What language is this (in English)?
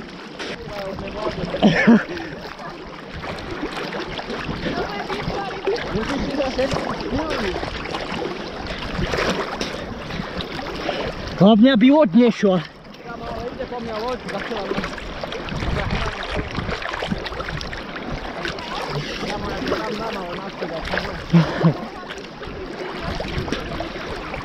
Slovak